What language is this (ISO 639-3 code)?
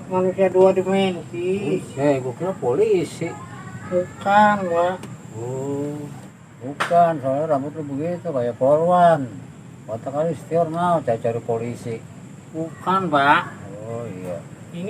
bew